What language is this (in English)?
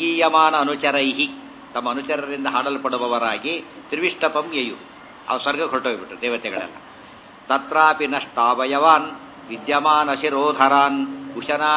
Kannada